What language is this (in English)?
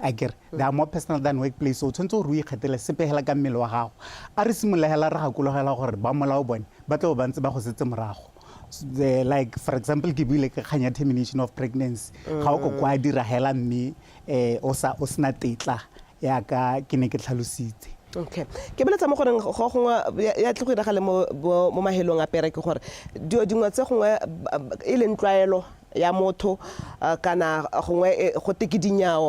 Tswana